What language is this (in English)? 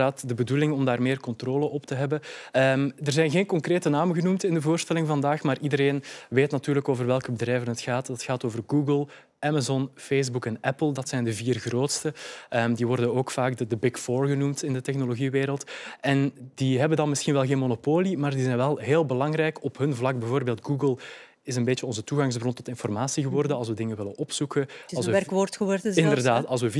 Dutch